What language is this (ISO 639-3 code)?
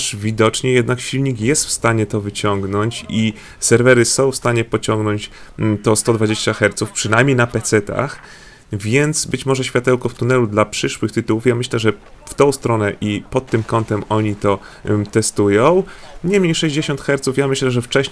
pol